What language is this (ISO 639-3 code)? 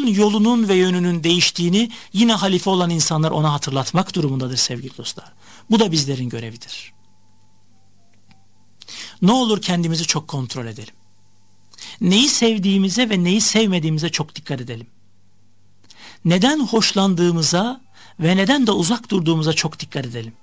tur